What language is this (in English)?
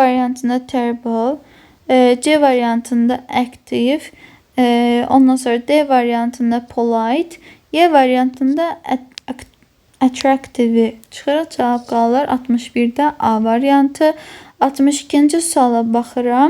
Azerbaijani